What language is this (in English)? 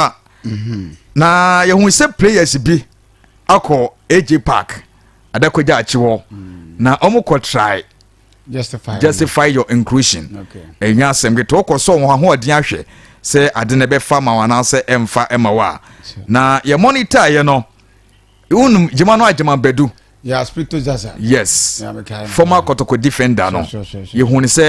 Akan